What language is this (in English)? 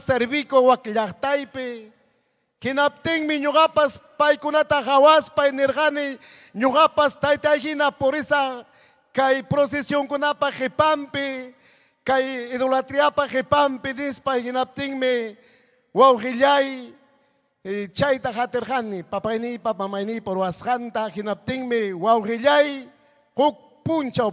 Ayacucho Quechua